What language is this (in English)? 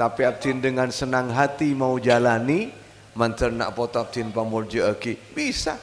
Madurese